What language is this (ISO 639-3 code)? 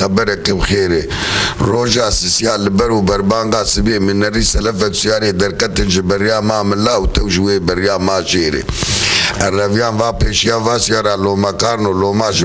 kur